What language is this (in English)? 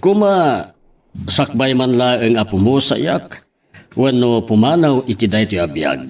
Iloko